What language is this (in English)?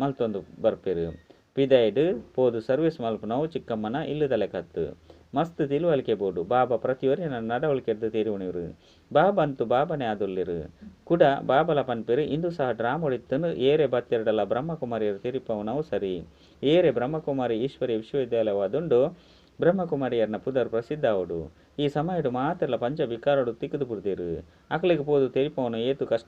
Tulu